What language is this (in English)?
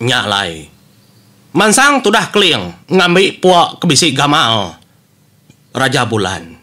Iban